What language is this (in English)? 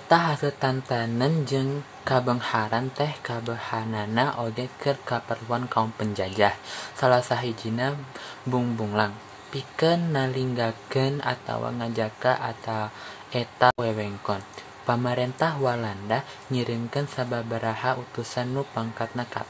Sundanese